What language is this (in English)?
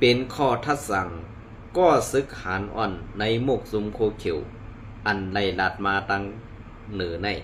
Shan